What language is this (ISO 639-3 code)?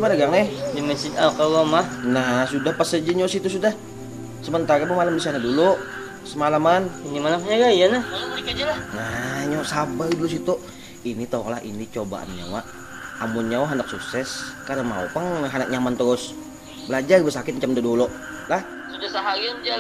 bjn